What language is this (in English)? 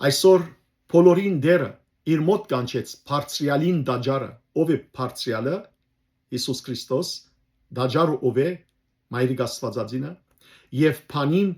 Western Armenian